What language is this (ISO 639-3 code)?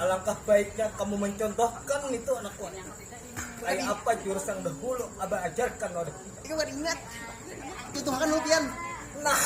bjn